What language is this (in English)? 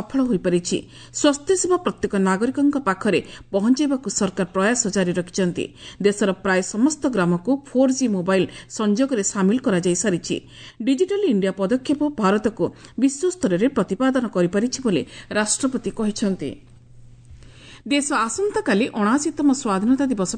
Odia